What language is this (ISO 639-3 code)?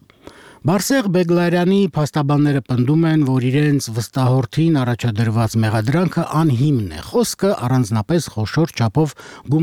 hye